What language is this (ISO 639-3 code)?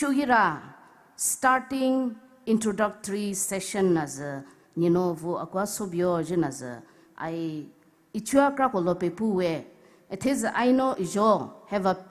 pmx